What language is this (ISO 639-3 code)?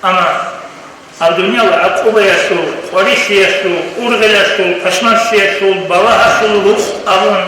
ava